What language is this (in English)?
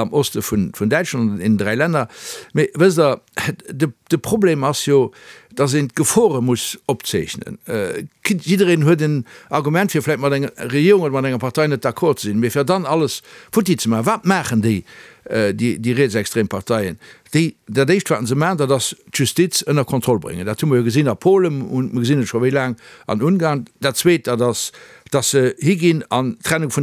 Luxembourgish